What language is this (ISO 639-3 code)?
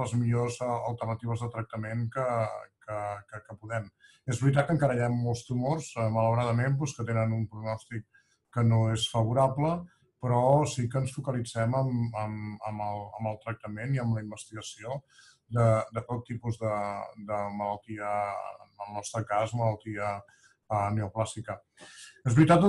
cat